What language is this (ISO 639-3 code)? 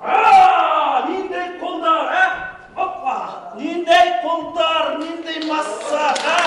bak